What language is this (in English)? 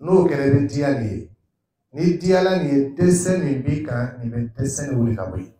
Dyula